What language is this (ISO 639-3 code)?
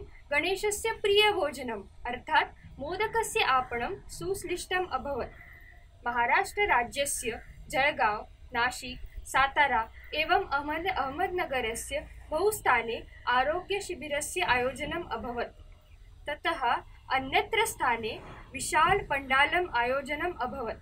san